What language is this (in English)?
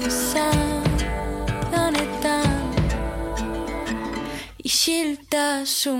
Basque